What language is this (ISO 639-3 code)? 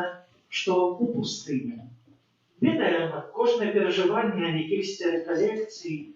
bel